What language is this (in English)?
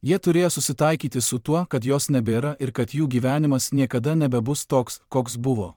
Lithuanian